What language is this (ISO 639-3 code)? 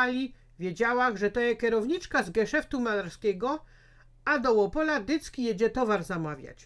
szl